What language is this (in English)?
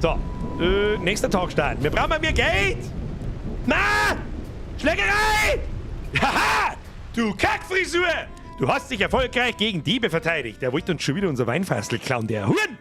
Bavarian